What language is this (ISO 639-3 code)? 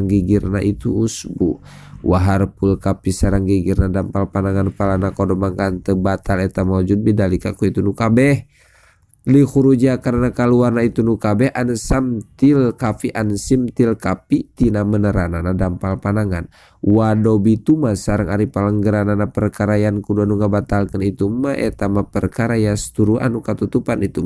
sun